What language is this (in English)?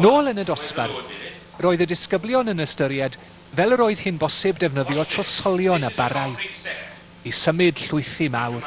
Welsh